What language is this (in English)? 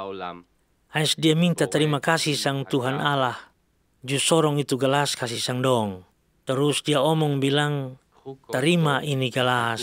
Kupang Malay